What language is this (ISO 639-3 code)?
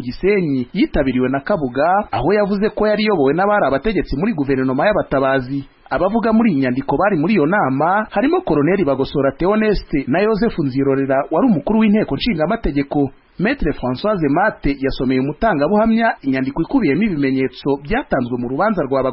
kin